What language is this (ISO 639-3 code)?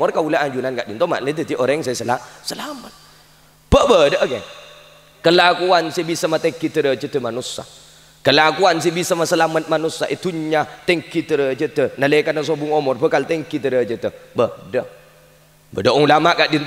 mad